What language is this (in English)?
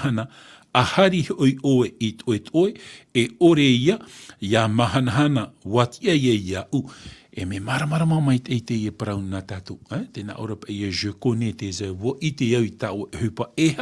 Tahitian